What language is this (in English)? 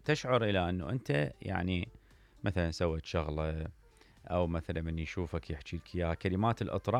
Mesopotamian Arabic